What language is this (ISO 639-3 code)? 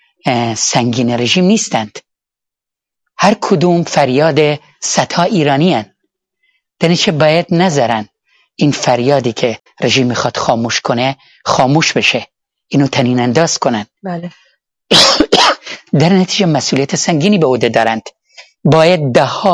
fas